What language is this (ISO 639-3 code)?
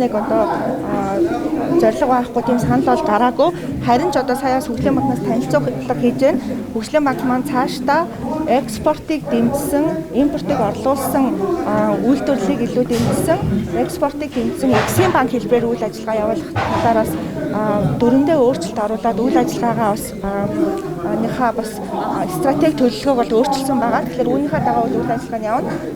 mon